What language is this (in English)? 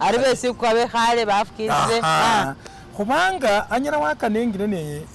Masaaba